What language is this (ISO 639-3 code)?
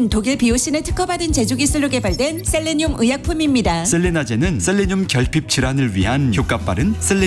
kor